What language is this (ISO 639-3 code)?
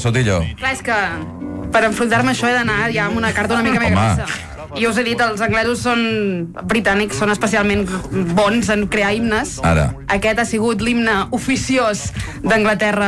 cat